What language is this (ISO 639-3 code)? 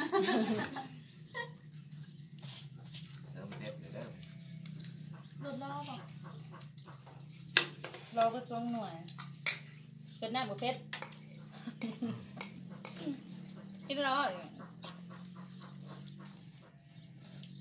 tha